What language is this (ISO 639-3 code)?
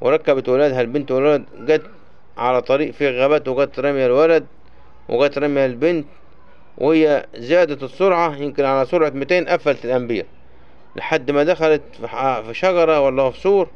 arz